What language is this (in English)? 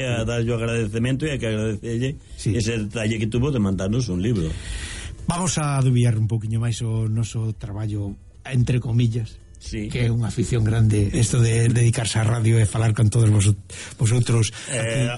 Galician